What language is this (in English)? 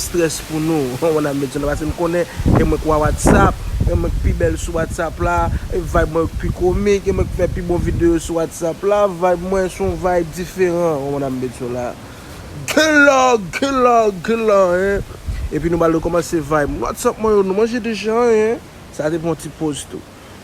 Haitian Creole